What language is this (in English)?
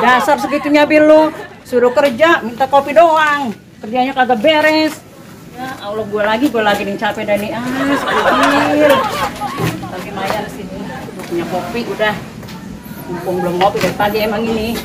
Betawi